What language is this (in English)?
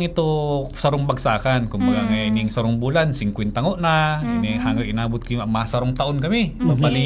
Bikol